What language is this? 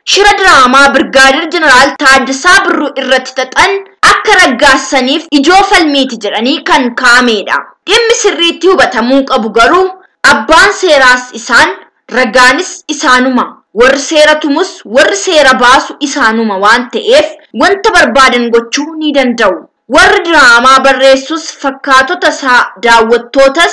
Oromo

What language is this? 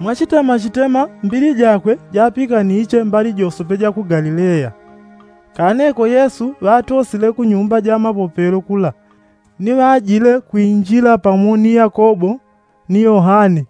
Yao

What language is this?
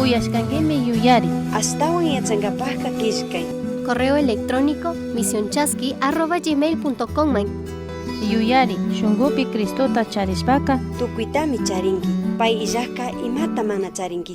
Chimborazo Highland Quichua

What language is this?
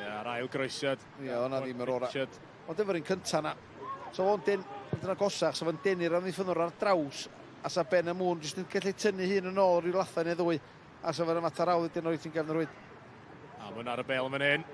Welsh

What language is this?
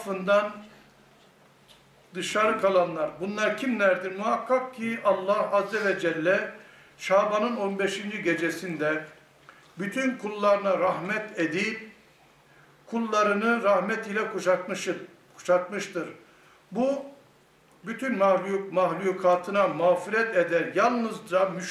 Turkish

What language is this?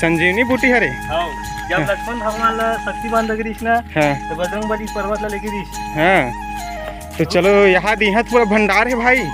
Chhattisgarhi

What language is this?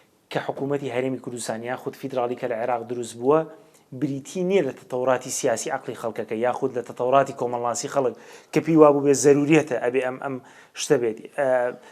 Central Kurdish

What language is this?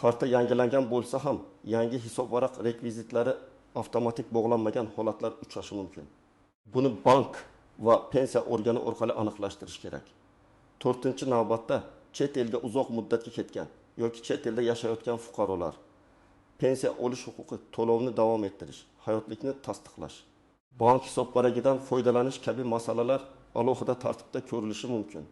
Uzbek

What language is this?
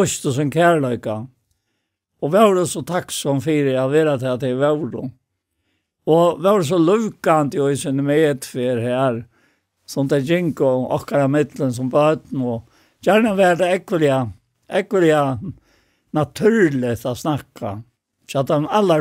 Faroese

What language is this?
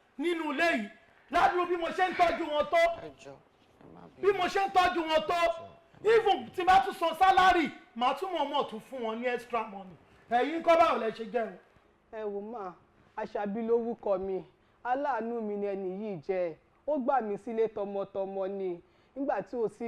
Yoruba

